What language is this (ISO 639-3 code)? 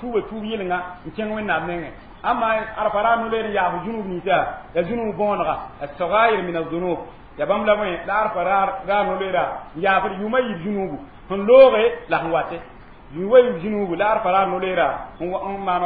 mos